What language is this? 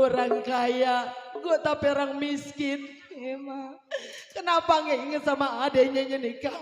Betawi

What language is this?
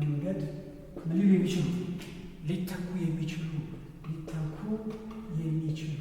Amharic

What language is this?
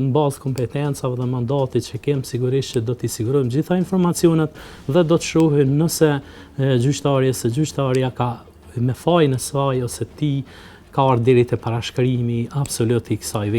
Albanian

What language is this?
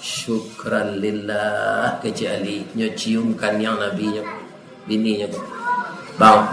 Minangkabau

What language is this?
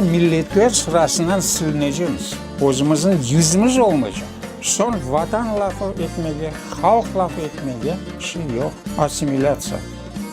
Crimean Tatar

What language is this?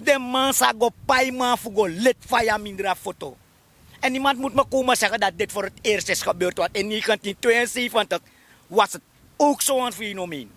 Sranan Tongo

